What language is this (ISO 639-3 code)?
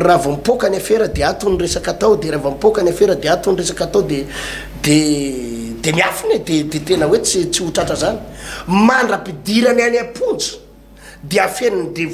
mlg